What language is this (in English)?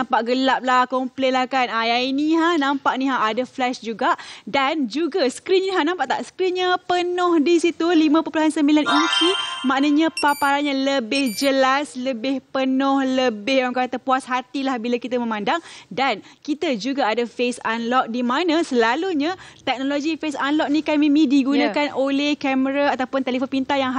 Malay